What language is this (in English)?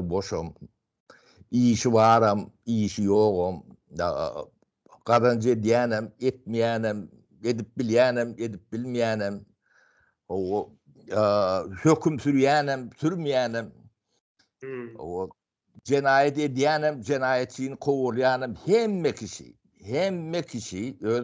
Turkmen